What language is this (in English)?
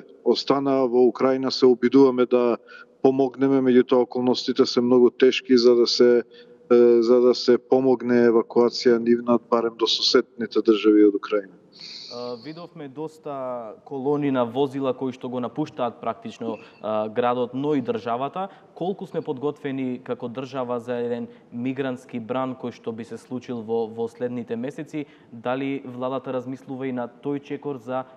Macedonian